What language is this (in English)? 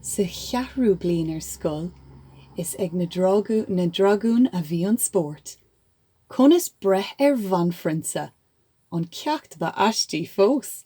Irish